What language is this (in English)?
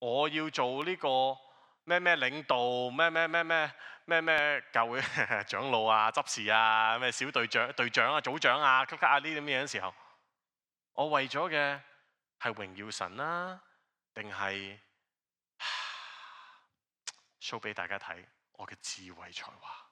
Cantonese